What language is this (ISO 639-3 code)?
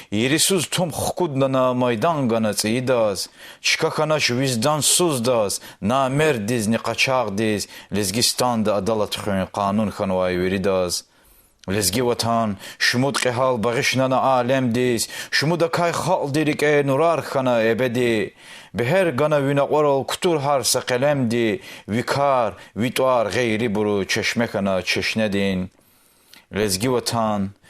lez